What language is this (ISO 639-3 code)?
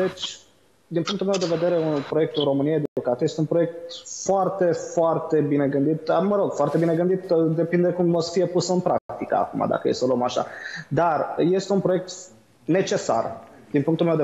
ron